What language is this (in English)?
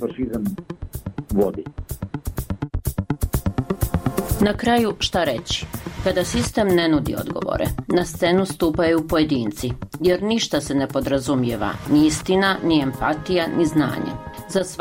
Bosnian